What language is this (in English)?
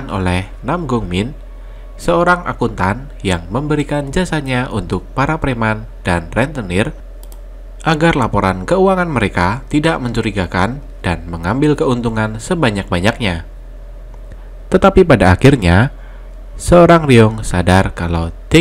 Indonesian